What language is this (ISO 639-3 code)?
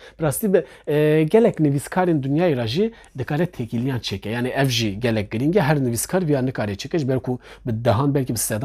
kur